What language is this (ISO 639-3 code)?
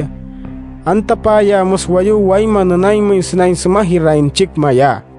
guc